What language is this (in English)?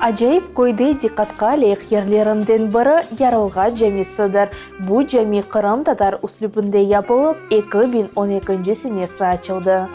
Crimean Tatar